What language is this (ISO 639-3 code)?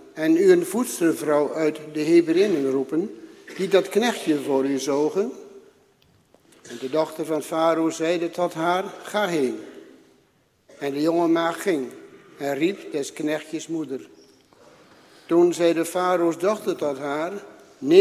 nld